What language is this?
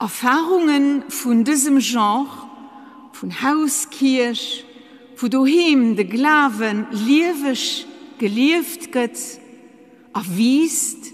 Luxembourgish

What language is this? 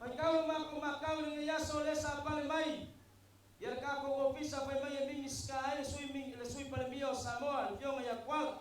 Samoan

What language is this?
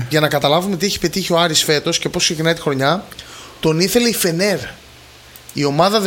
Greek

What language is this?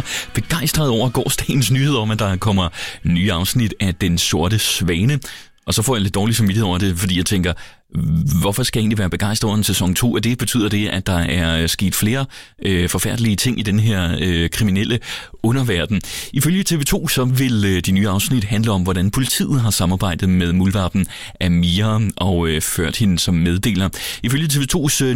Danish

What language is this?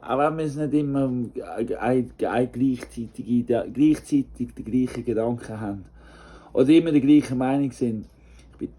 Swiss German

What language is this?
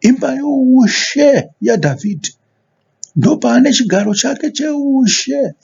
Shona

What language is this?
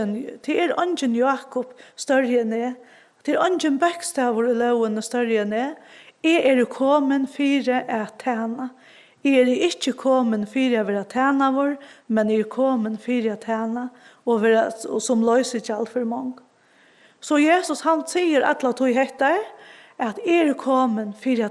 Faroese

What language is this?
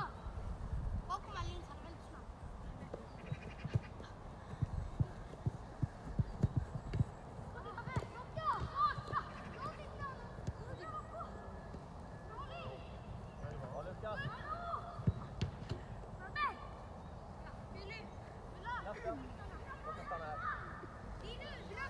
Swedish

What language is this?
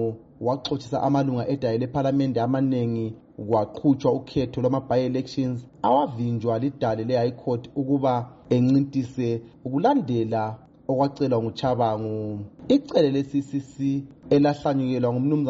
North Ndebele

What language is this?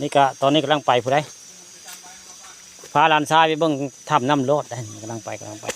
Northeastern Thai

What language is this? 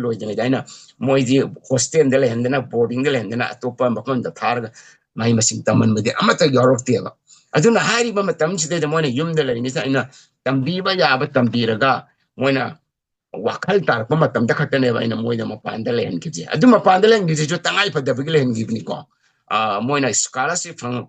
Manipuri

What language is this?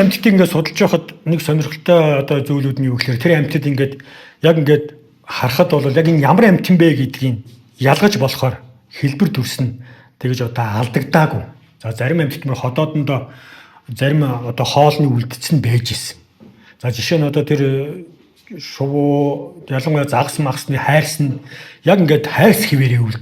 Mongolian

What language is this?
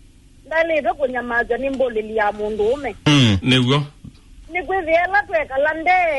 Kamba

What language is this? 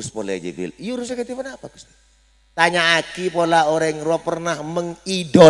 Madurese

